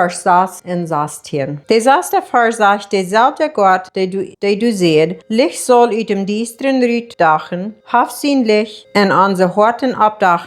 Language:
Plautdietsch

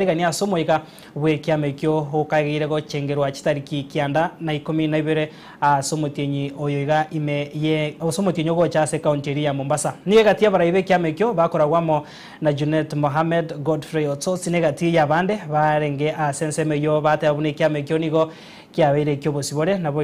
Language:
Gusii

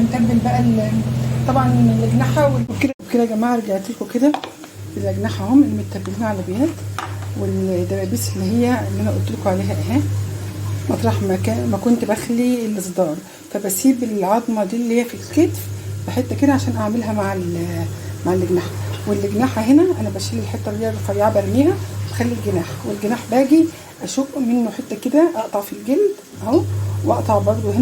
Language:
Egyptian Arabic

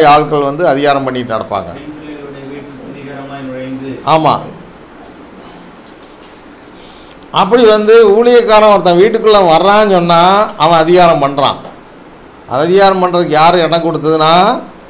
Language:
Tamil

